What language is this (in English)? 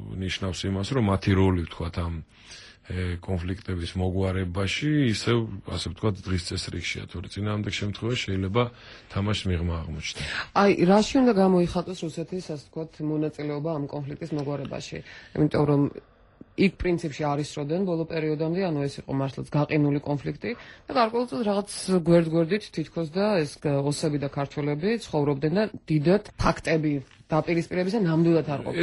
Georgian